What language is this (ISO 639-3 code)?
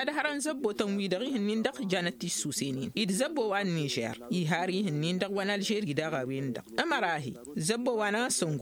taq